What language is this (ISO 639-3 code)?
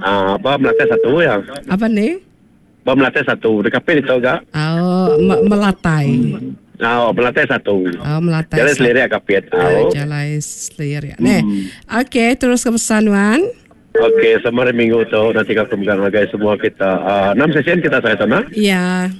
iba